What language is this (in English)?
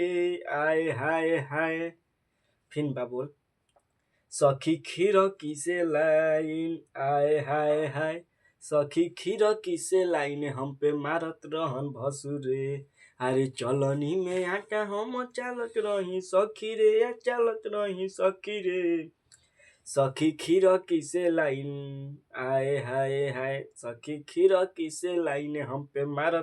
Bhojpuri